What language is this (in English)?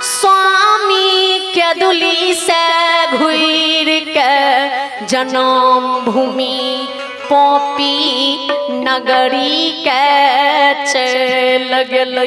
Maithili